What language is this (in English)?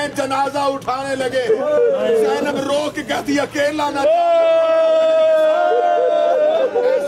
Urdu